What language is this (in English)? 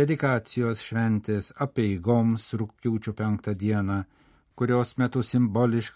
Lithuanian